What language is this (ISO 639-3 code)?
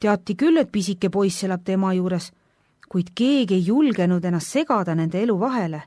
est